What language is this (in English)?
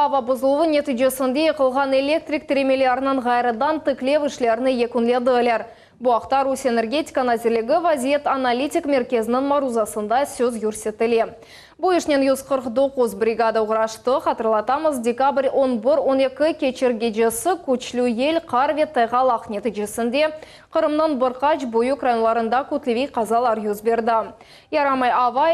Crimean Tatar